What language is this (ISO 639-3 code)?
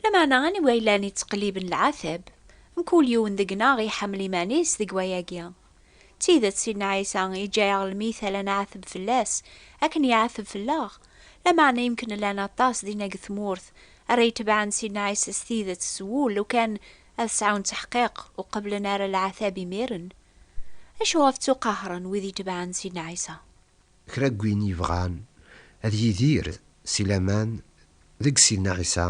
kab